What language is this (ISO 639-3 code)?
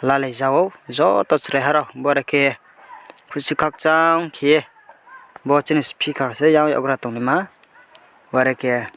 ria